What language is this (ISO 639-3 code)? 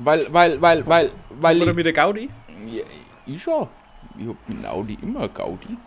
bar